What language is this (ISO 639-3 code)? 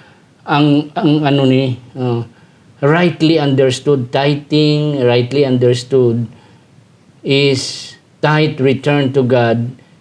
hil